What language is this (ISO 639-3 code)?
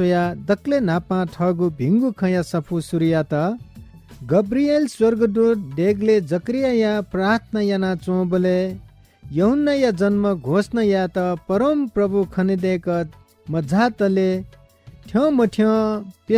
new